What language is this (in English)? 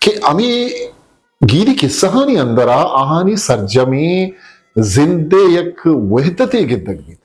Eastern Balochi